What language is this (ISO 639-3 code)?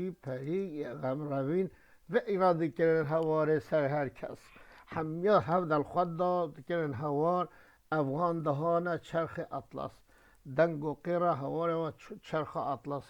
kur